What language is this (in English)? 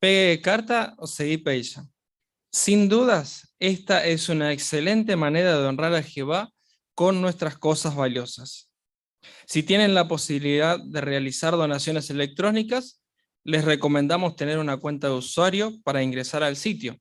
Guarani